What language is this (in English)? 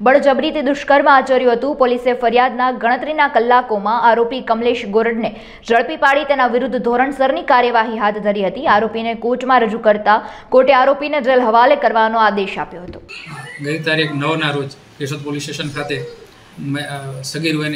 Gujarati